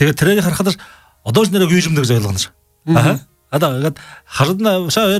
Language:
Buriat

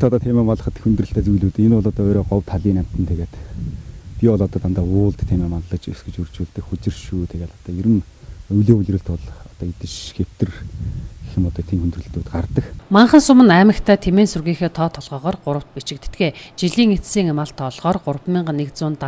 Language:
Mongolian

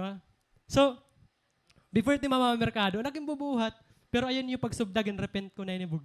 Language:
Waray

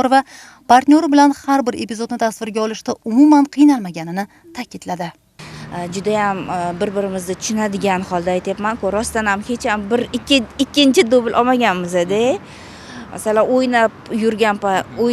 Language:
Uzbek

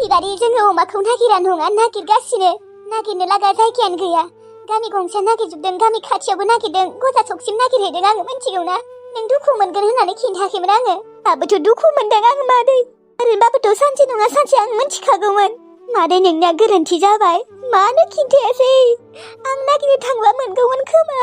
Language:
Bodo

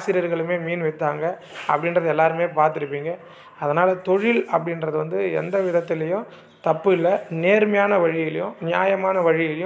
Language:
Tamil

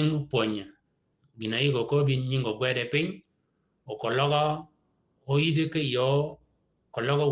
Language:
Shilluk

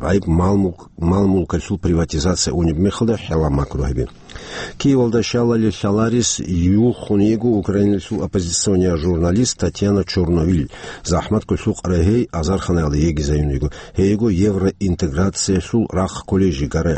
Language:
Avaric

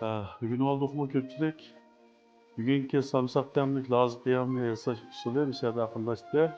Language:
Uyghur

